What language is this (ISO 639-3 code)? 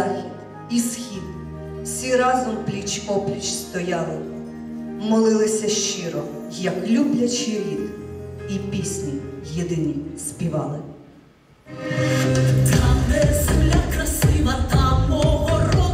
ukr